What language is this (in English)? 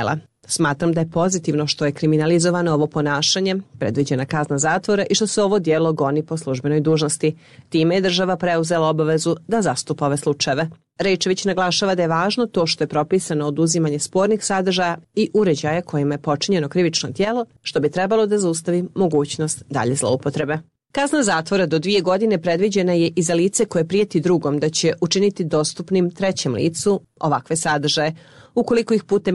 Croatian